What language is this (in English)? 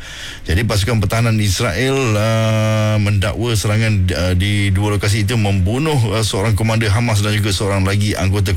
Malay